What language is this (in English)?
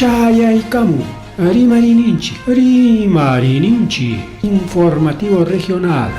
Ayacucho Quechua